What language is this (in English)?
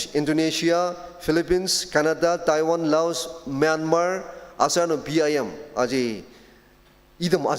Ao Naga